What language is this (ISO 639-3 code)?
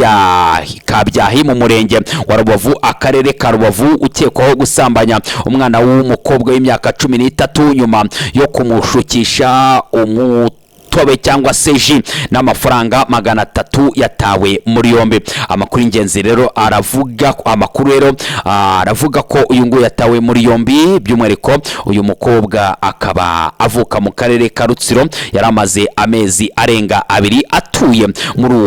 kin